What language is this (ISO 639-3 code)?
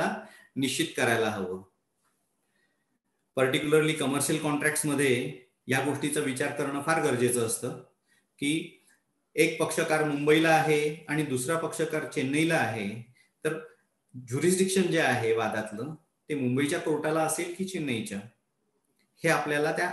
mar